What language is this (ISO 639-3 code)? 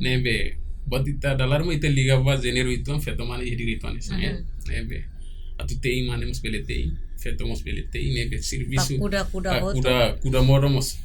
tet